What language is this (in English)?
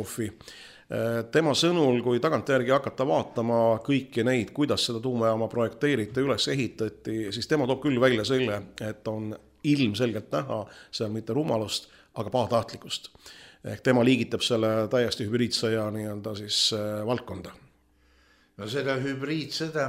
Estonian